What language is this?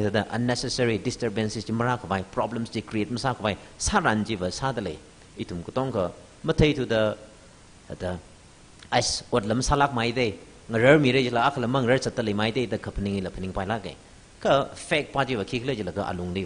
Tangkhul Naga (India)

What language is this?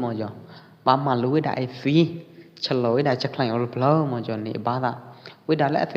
Pwo Eastern Karen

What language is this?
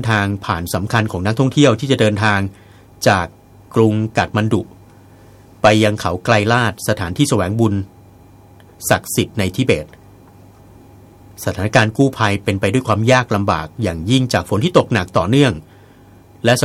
Thai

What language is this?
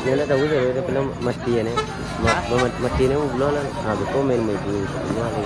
Minangkabau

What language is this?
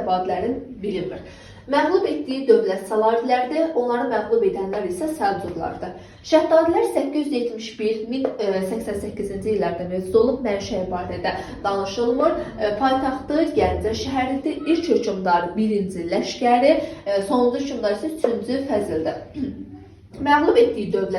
Azerbaijani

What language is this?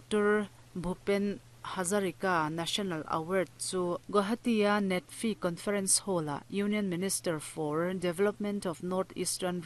Mizo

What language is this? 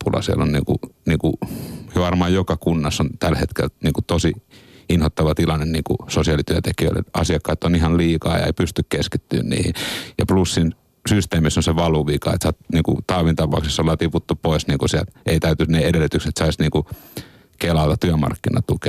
Finnish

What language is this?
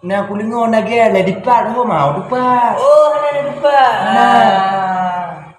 Achinese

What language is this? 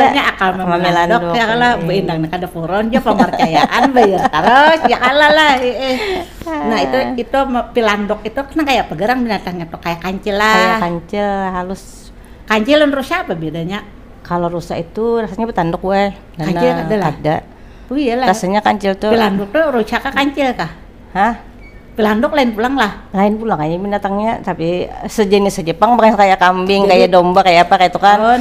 Banjar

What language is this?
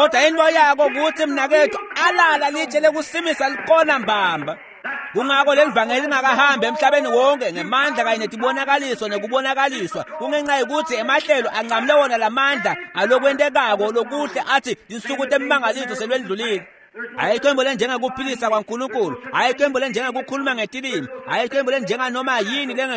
Swati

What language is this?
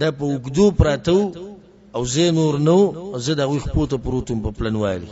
Pashto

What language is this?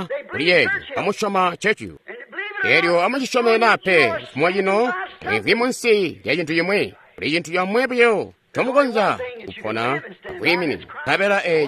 Tonga (Zambia)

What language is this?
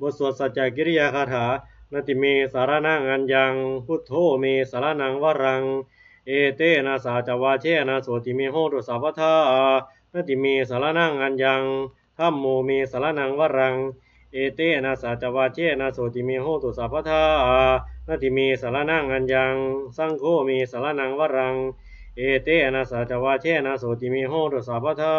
Pali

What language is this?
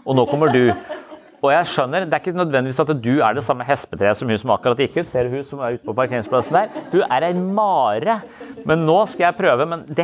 Norwegian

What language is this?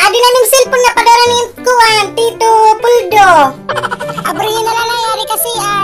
Waray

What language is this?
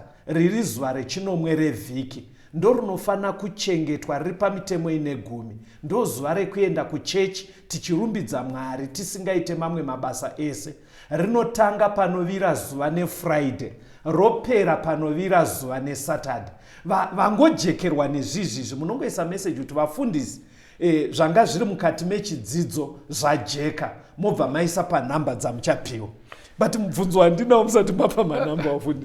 Shona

